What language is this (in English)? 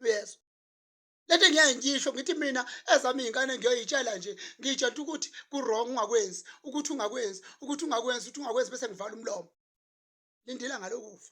Zulu